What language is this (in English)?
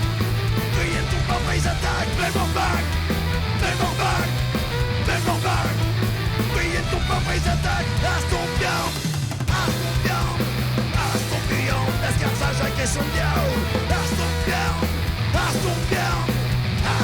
Breton